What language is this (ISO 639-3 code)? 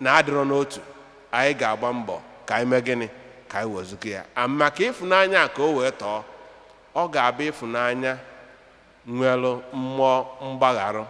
ibo